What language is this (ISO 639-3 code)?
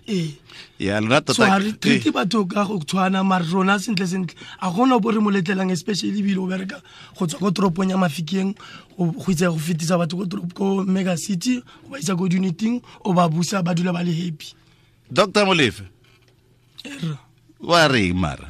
tsn